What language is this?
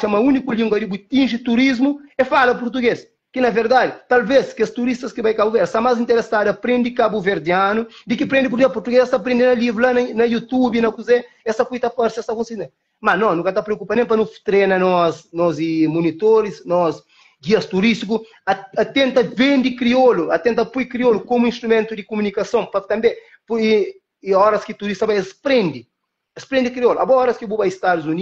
Kabuverdianu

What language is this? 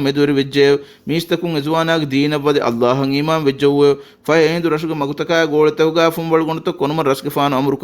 Divehi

